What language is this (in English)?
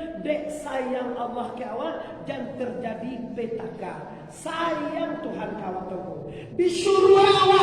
Minangkabau